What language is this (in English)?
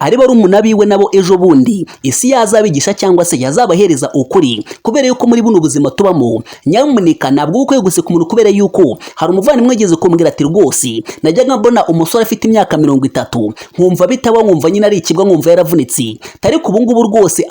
Kinyarwanda